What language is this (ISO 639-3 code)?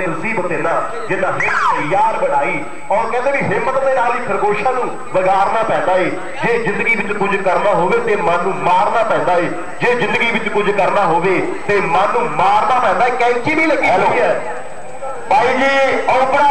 pan